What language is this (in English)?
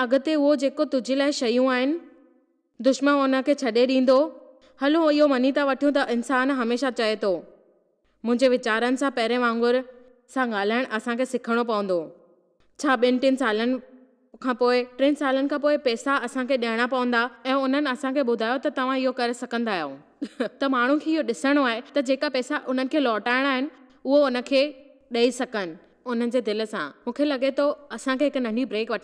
Sindhi